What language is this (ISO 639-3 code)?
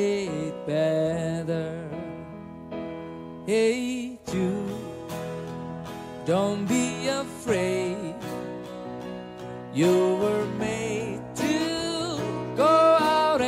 eng